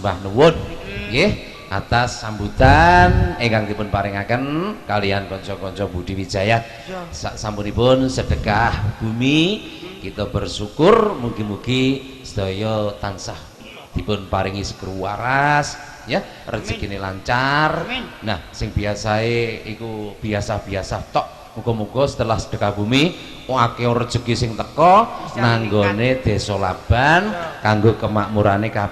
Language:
Javanese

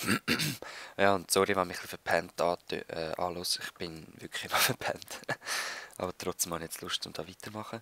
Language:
Swiss German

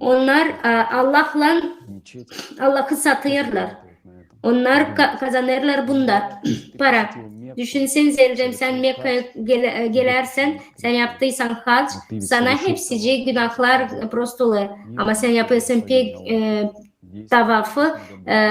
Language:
Gagauz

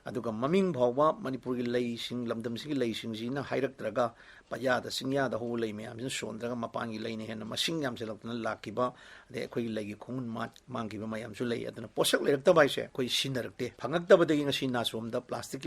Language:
Manipuri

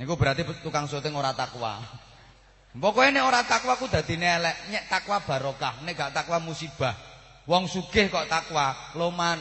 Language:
Javanese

